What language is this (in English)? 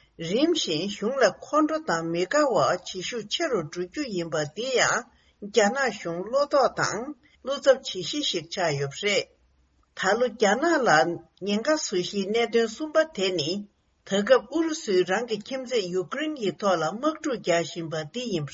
Tibetan